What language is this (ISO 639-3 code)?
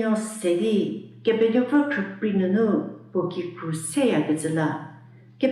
njm